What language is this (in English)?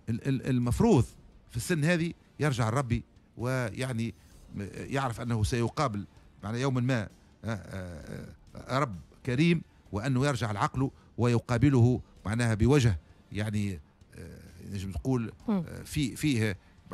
Tunisian Arabic